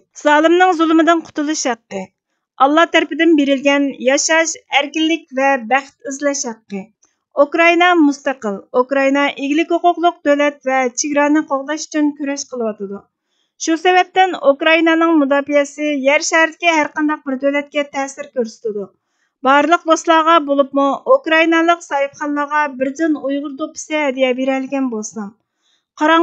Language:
Uyghur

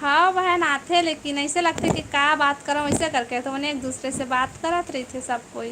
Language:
Chhattisgarhi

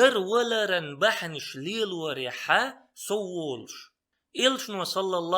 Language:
Chechen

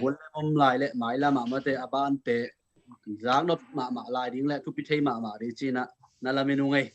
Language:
Tedim Chin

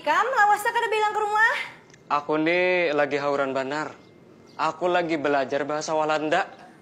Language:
Banjar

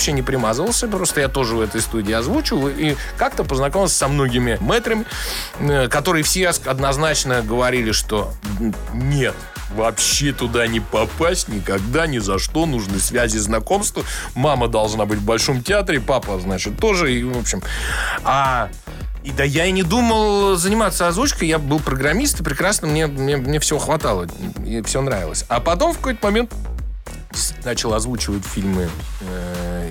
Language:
Russian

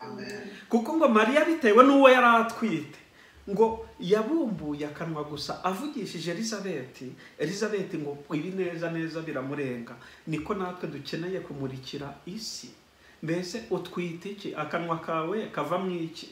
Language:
Kinyarwanda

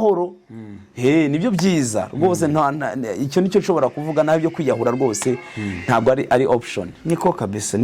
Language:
Kinyarwanda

